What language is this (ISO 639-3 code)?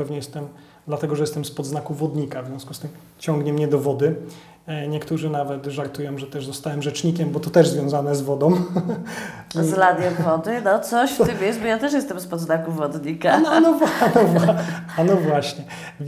pol